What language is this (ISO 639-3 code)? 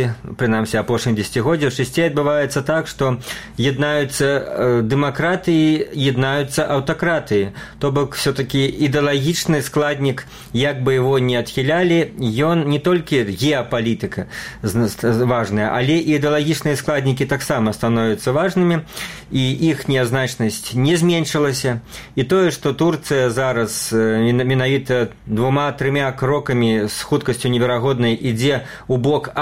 bel